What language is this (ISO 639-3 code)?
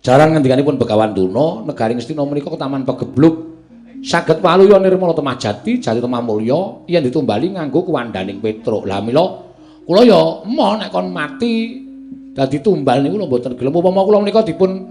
jav